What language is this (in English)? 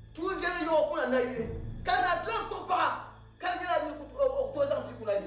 Dagbani